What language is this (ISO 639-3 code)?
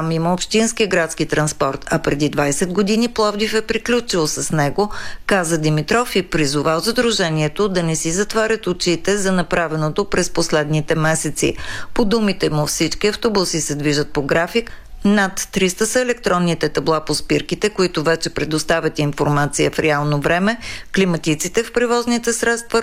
bul